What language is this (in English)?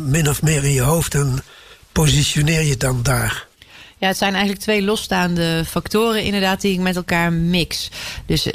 Dutch